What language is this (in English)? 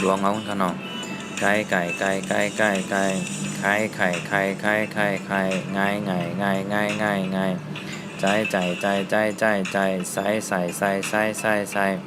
Shan